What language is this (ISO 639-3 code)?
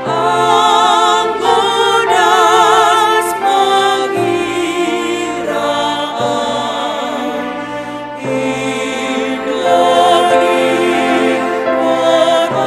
bts